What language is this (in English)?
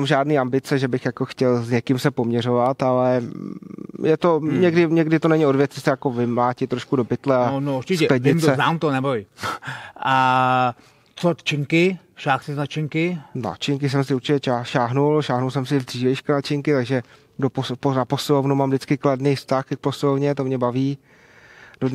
Czech